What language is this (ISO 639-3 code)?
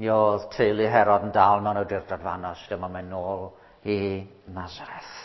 cym